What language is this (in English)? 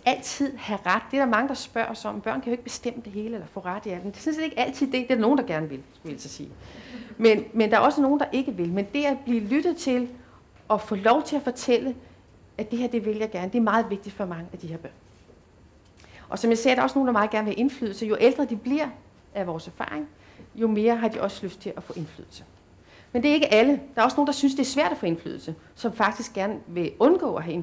Danish